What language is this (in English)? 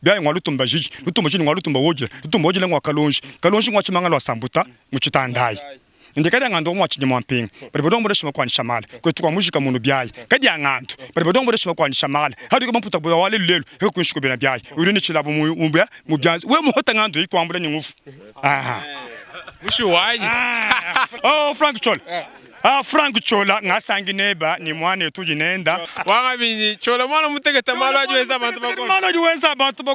Luba-Lulua